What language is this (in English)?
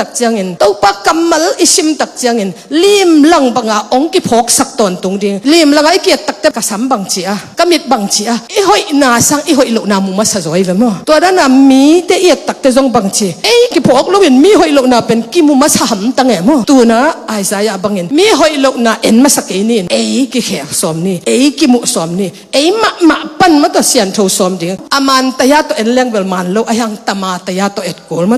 Tedim Chin